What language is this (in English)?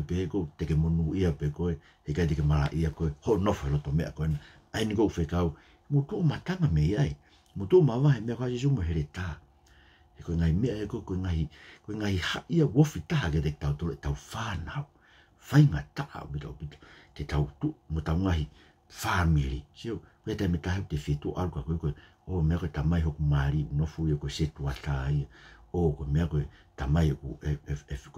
Tongan